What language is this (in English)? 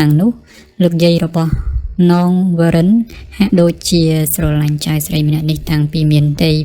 Khmer